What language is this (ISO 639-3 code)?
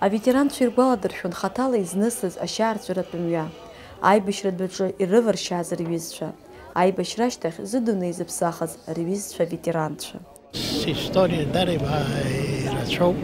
abk